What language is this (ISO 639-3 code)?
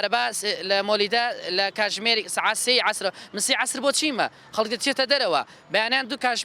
ckb